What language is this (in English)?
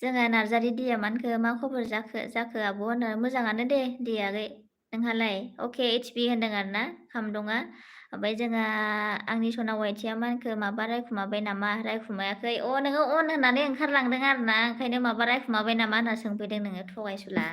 Bodo